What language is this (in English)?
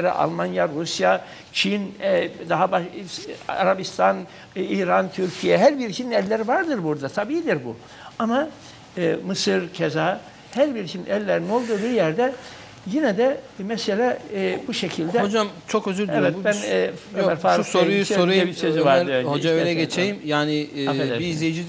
Turkish